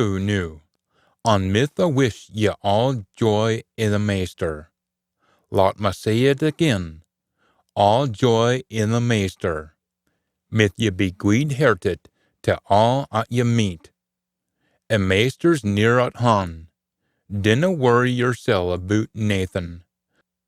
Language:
Scots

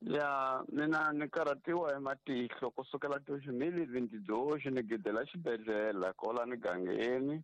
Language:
Tsonga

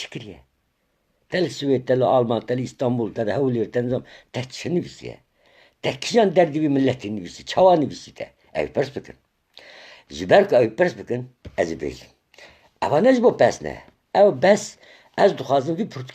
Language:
Kurdish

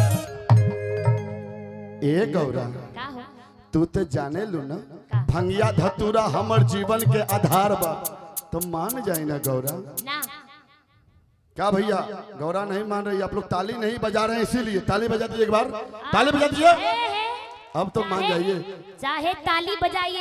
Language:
Bhojpuri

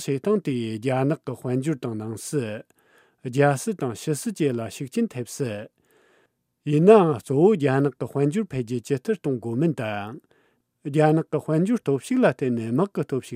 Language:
Tibetan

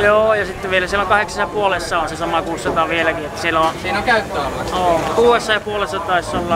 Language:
Finnish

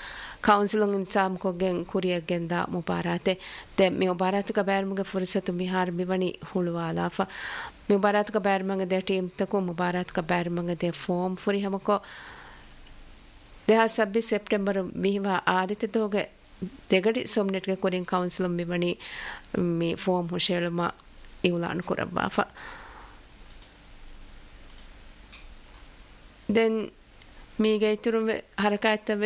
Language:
Divehi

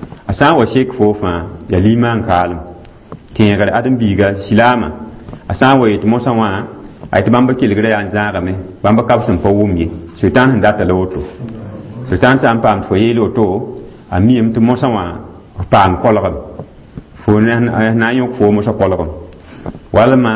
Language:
Mossi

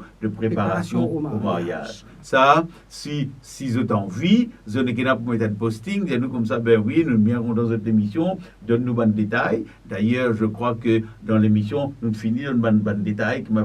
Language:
Morisyen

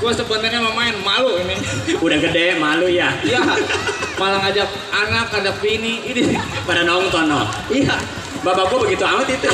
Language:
Betawi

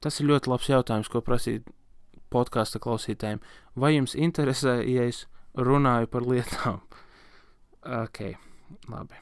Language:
Latvian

